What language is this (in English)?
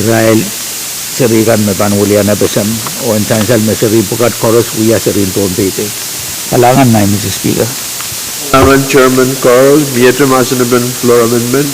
Pohnpeian